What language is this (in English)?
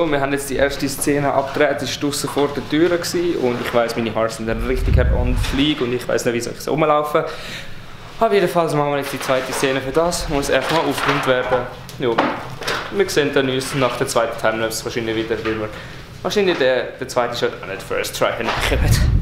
Swiss German